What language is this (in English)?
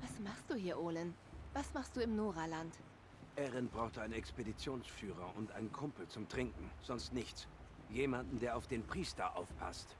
Swiss German